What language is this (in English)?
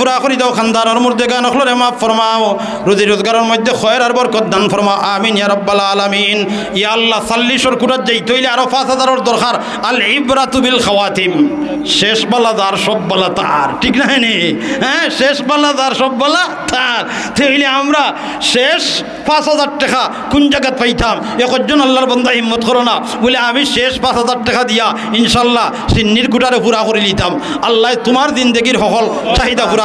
Sylheti